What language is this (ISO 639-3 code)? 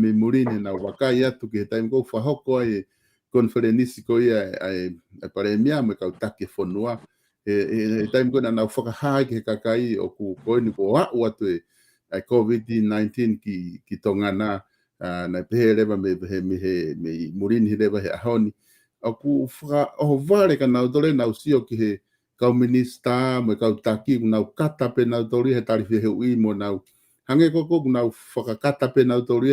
ton